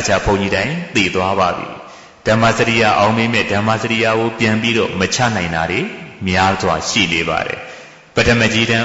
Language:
Burmese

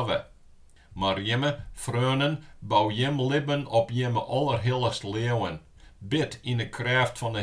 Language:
Western Frisian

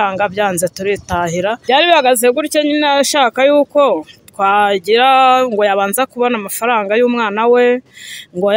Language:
Kinyarwanda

